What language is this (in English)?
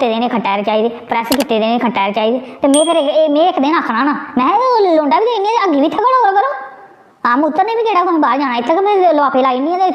Dogri